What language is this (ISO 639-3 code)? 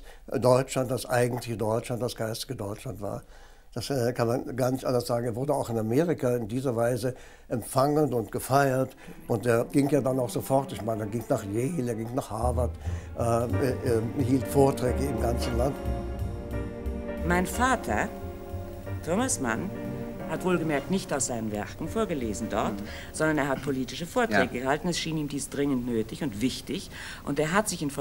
deu